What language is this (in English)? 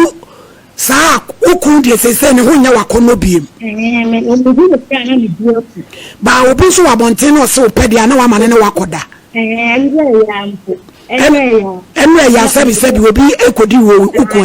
Akan